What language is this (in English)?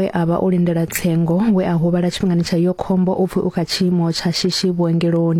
Venda